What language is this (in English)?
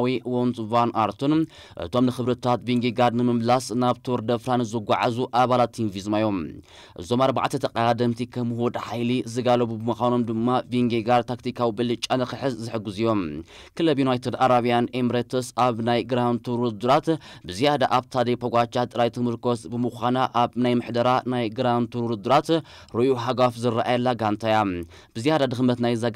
Tigrinya